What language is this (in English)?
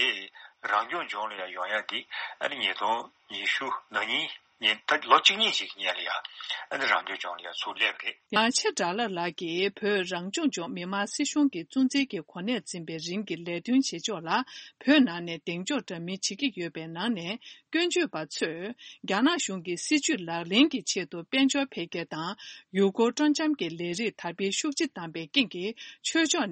Tibetan